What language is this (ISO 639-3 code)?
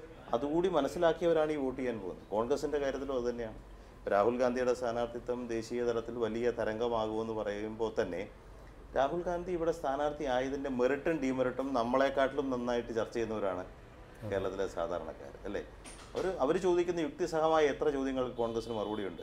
mal